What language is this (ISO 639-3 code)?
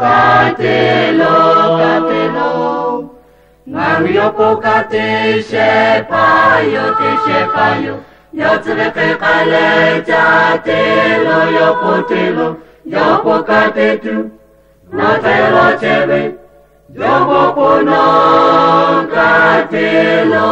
lhu